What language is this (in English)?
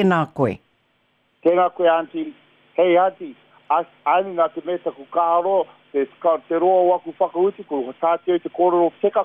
Māori